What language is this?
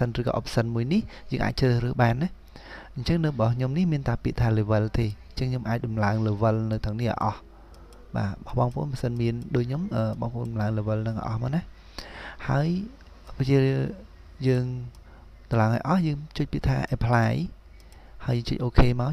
Khmer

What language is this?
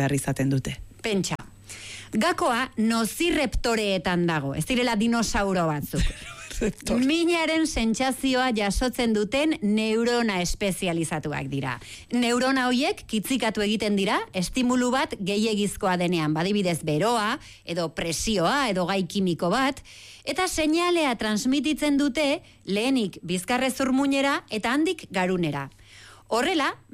Basque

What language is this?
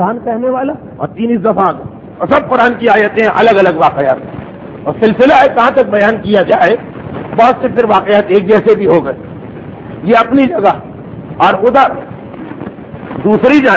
Urdu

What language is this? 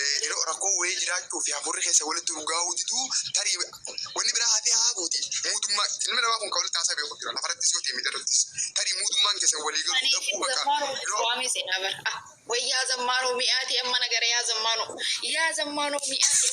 Oromo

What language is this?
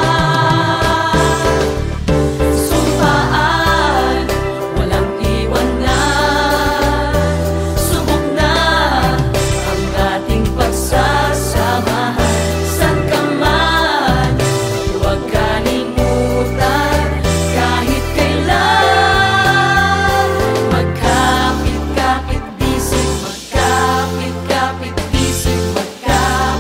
Filipino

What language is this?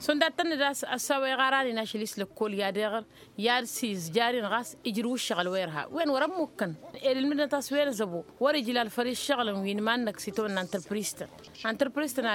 Tamasheq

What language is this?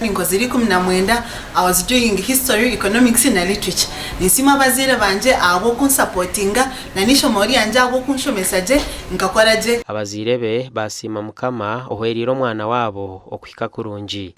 Nyankole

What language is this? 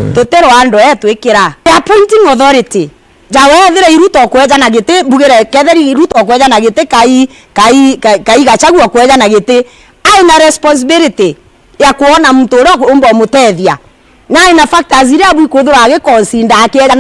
Meru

